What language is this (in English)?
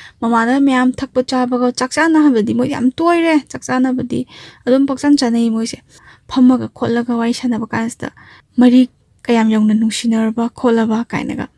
Manipuri